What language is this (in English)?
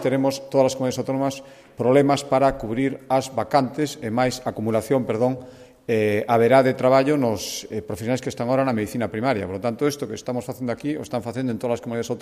Galician